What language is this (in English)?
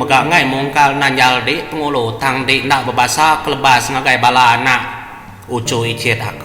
Iban